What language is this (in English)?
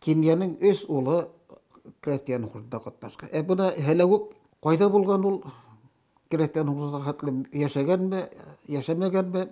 Bashkir